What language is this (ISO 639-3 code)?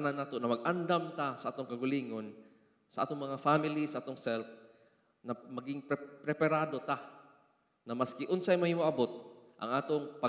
ceb